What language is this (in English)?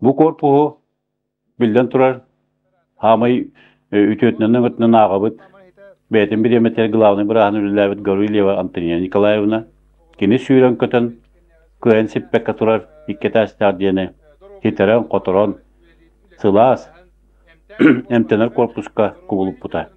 Yakut